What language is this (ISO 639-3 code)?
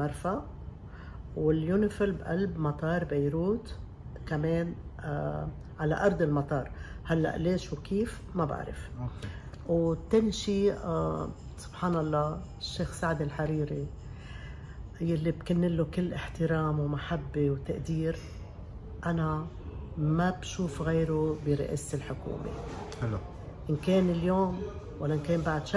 apc